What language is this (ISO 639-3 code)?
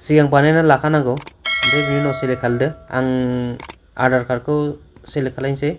brx